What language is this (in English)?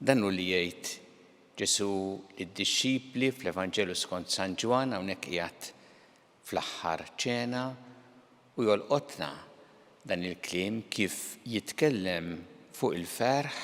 Maltese